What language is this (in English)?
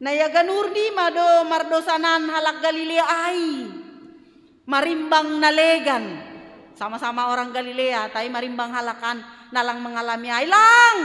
Batak Simalungun